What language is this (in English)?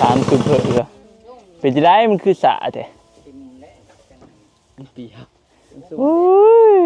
Northeastern Thai